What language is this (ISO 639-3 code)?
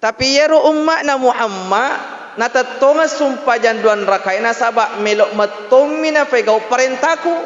bug